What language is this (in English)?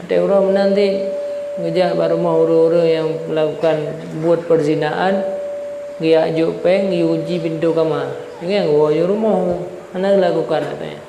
Achinese